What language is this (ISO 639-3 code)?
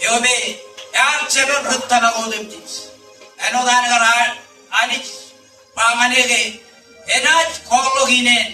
mah